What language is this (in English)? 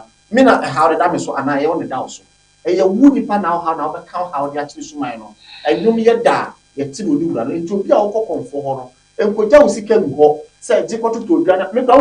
Akan